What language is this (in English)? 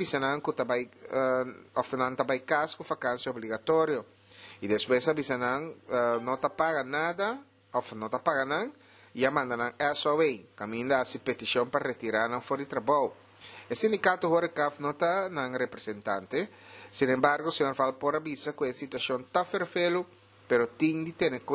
Papiamento